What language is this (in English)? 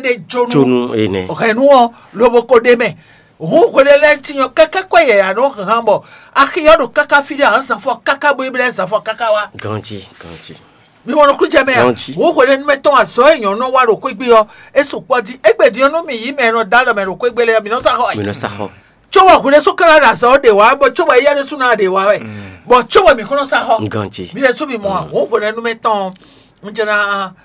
Fon